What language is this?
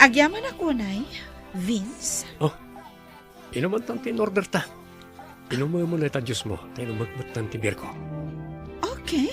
Iloko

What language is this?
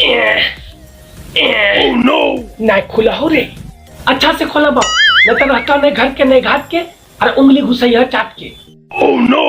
Magahi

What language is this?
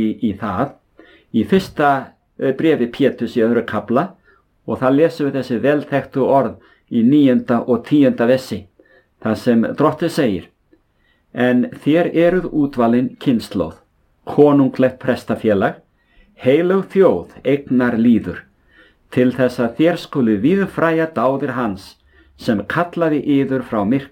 Icelandic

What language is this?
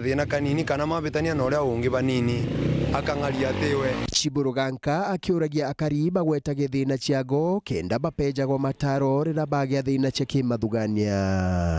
Meru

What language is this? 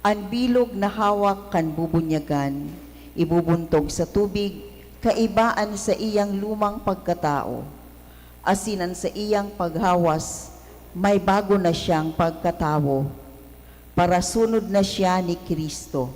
Bikol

